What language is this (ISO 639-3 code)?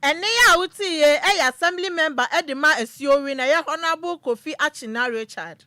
aka